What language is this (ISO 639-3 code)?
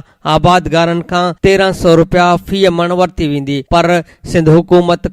snd